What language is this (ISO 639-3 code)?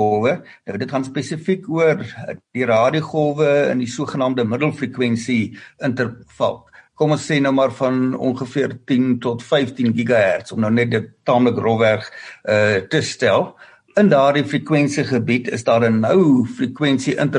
afr